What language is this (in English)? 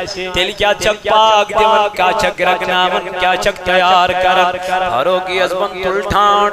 Kashmiri